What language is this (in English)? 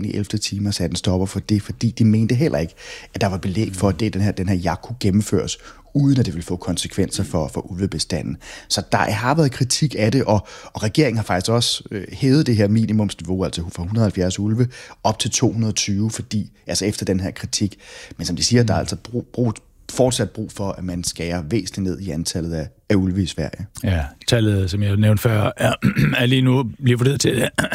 Danish